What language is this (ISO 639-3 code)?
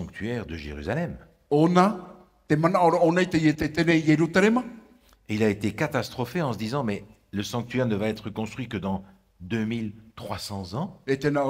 tah